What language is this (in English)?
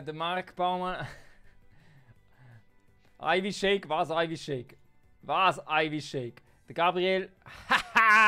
Swiss German